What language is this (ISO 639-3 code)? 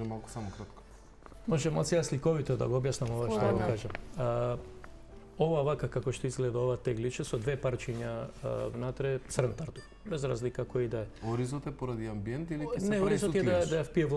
mkd